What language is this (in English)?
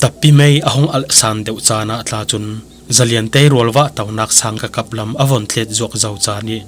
Falam Chin